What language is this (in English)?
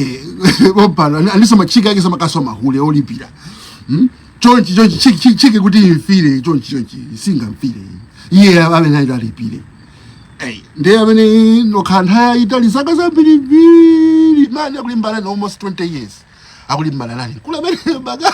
Nyanja